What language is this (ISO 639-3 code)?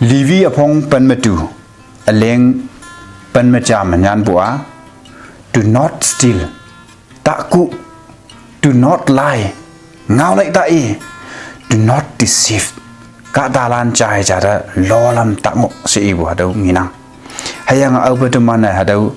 nbe